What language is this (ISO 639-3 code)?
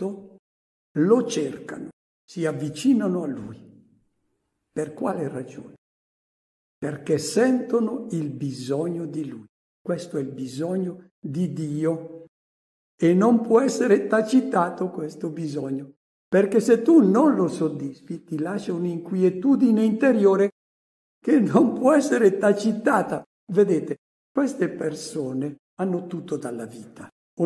ita